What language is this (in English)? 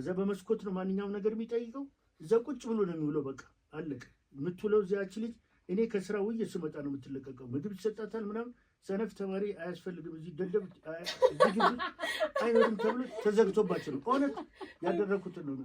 Amharic